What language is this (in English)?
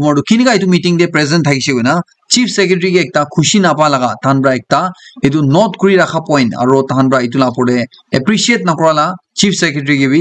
Naga Pidgin